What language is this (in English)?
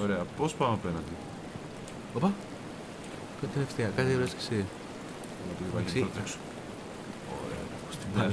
Greek